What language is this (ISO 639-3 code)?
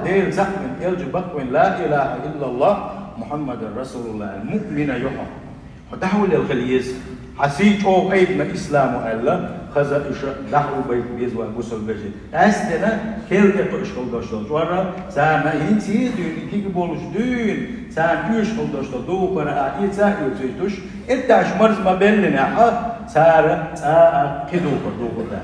che